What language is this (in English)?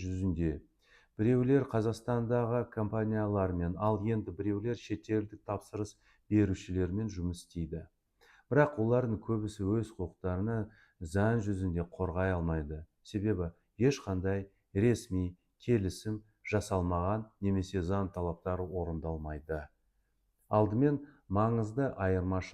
Kazakh